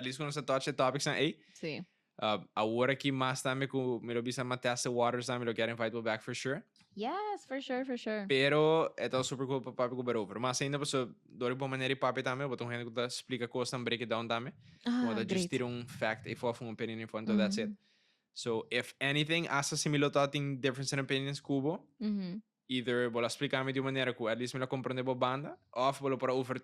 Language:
Papiamento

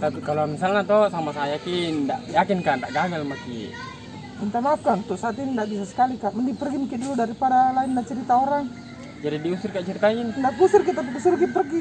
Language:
Makassar Malay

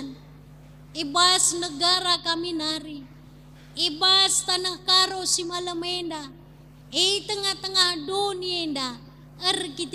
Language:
Batak Karo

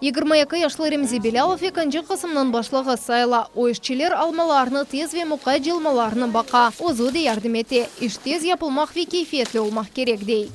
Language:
Crimean Tatar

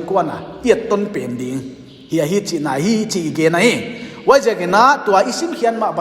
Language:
Paite Chin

